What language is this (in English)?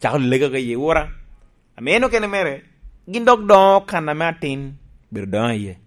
Lango (Uganda)